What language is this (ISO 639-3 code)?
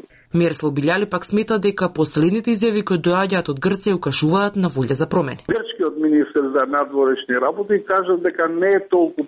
mkd